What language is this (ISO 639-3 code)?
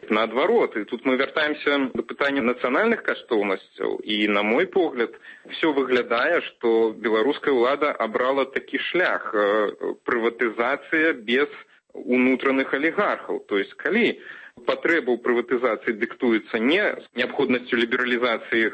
bel